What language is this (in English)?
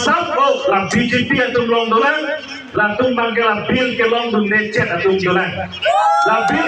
Karbi